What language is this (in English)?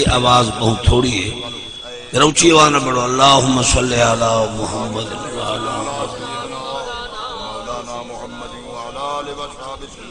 Saraiki